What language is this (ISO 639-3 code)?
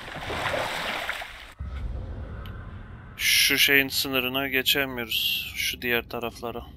tur